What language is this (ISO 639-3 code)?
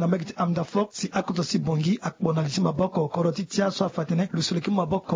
sag